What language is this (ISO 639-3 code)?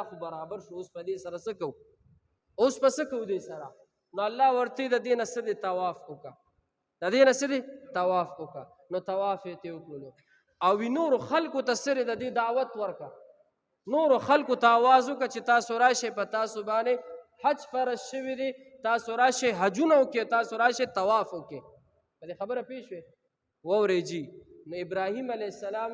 pus